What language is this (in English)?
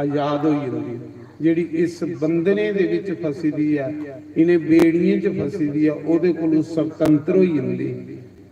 Dogri